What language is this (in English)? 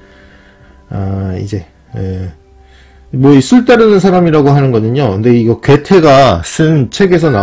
Korean